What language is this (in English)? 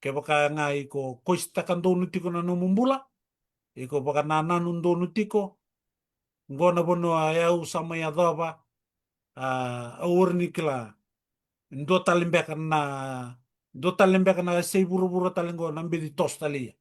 Fijian